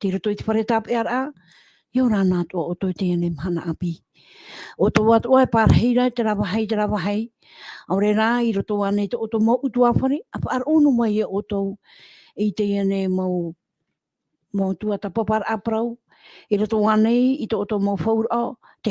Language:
Tahitian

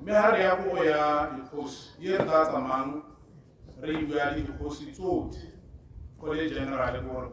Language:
Tswana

